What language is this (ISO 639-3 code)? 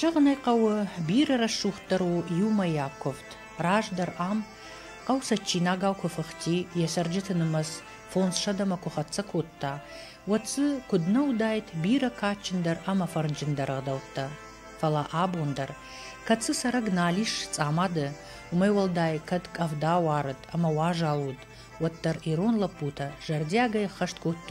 oss